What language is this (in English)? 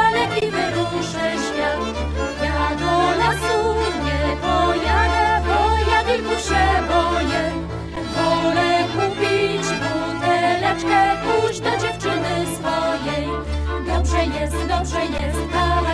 Polish